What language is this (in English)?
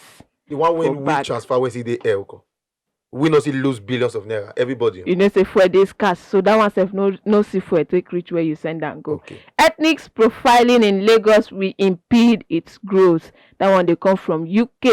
Nigerian Pidgin